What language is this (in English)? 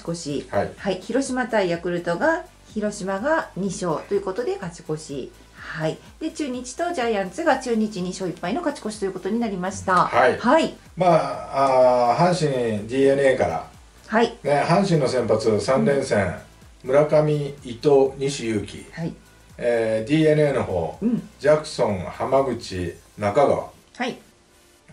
Japanese